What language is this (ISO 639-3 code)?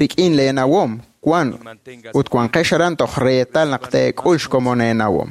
kek